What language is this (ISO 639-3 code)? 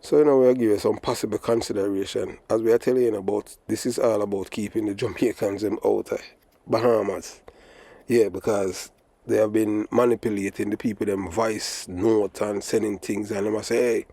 jam